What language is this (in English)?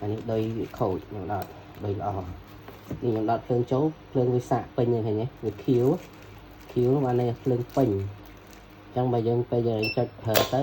Khmer